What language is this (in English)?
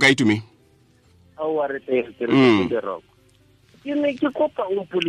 Tswana